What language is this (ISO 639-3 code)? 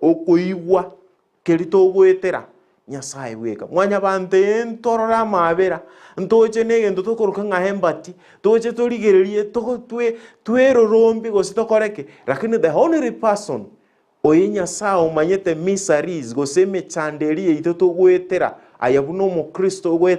guz